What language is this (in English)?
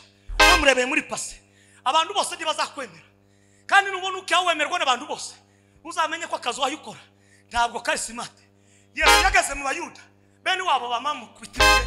Kinyarwanda